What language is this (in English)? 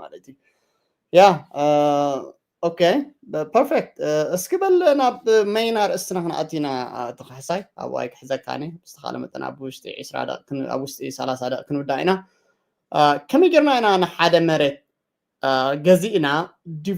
Tigrinya